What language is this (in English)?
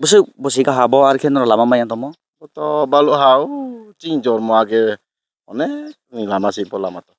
Kok Borok